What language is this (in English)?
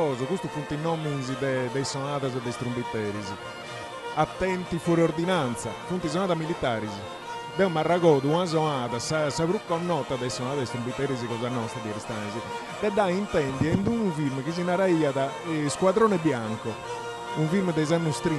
Sardinian